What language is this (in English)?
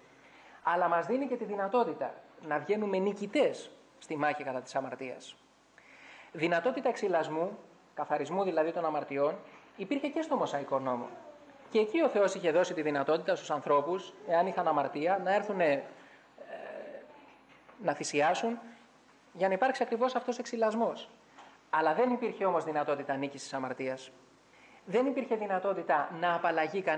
Greek